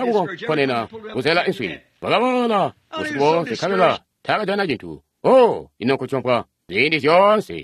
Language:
Tonga (Zambia)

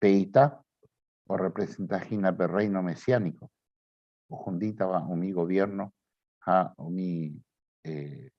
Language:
Guarani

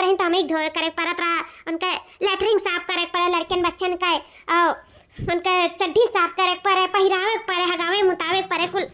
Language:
Awadhi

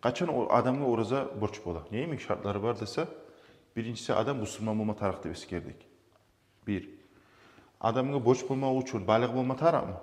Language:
Kumyk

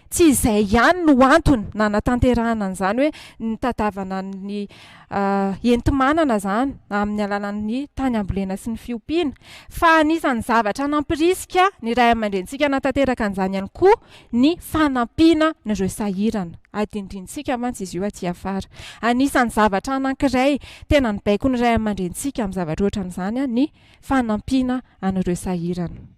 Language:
Malagasy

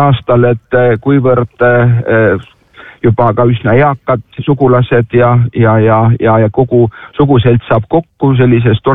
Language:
Estonian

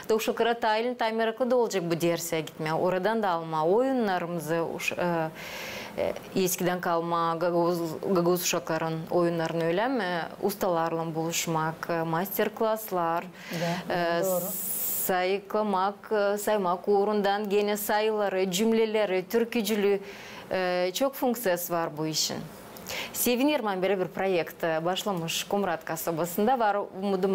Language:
Gagauz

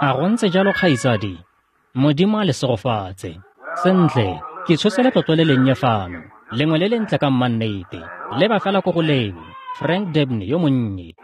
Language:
Tswana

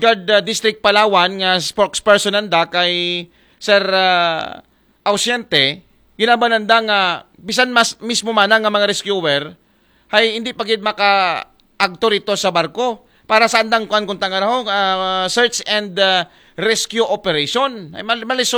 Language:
Aklanon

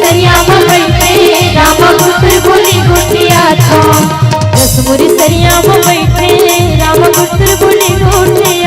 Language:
Chhattisgarhi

